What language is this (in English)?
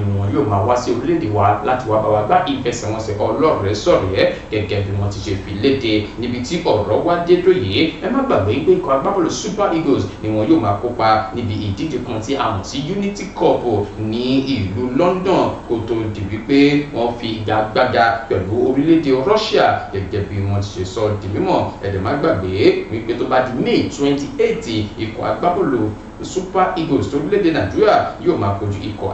Yoruba